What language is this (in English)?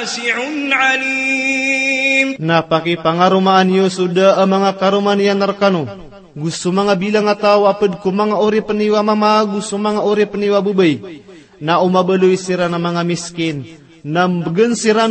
Maranao